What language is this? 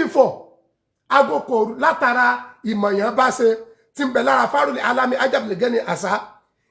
Yoruba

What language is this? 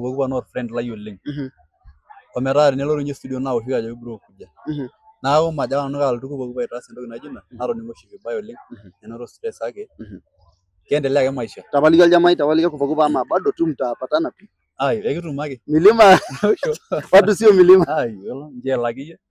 Masai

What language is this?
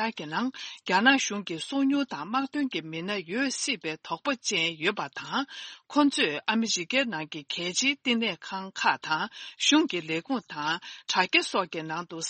Tibetan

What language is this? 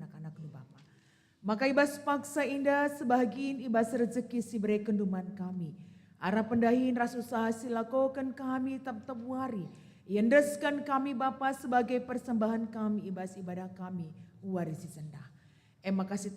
Batak Karo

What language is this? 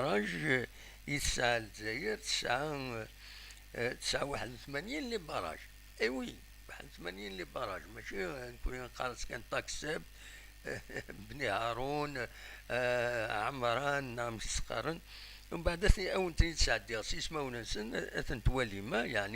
Kabyle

